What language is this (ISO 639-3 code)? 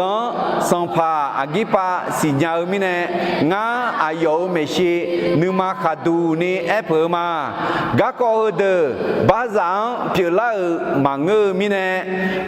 ahk